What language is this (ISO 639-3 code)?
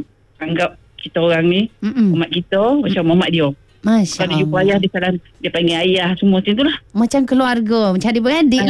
msa